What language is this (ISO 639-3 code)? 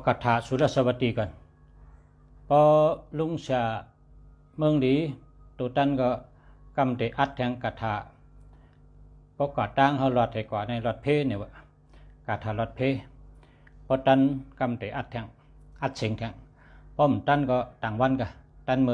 shn